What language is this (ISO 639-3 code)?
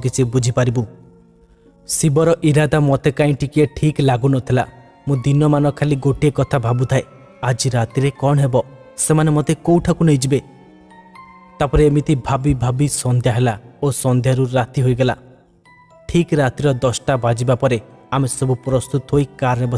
ori